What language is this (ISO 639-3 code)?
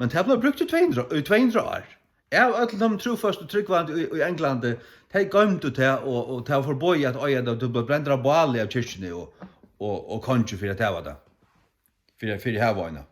fao